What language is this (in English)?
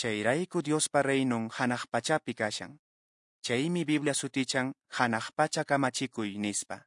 Quechua